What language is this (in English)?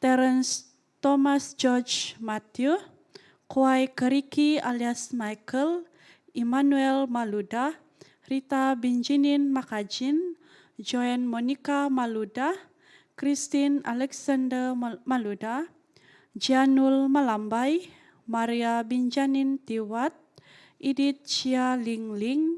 Central Dusun